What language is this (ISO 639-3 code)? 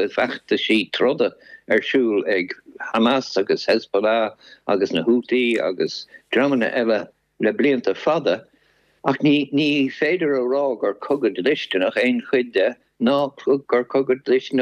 gle